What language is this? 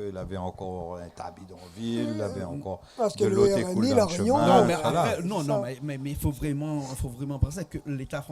Réunion Creole French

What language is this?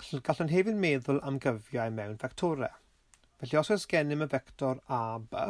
Welsh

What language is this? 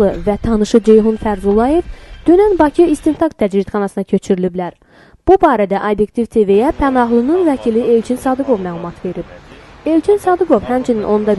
Azerbaijani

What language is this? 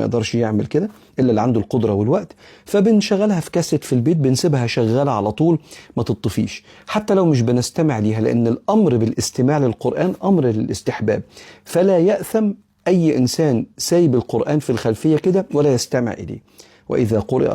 Egyptian Arabic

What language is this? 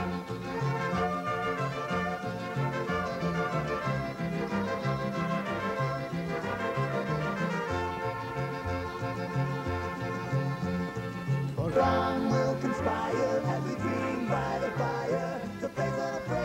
English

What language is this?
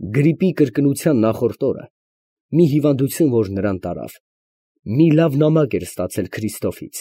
Armenian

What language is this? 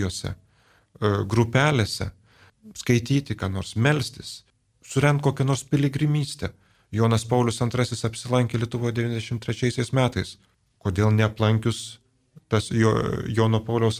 Lithuanian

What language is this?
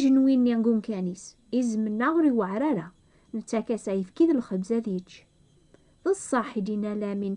Kabyle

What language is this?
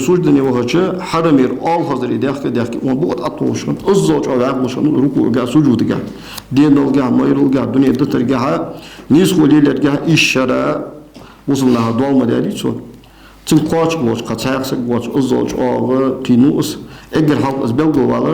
Ingush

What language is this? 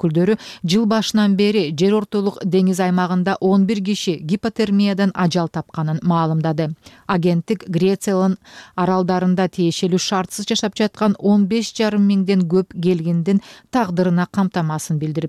Kyrgyz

